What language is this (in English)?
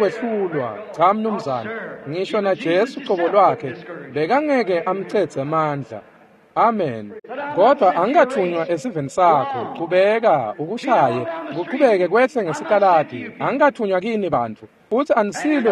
Swati